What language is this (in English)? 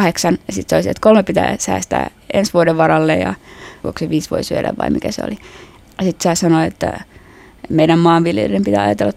Finnish